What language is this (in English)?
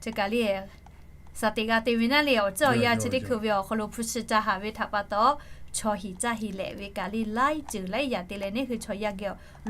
Lahu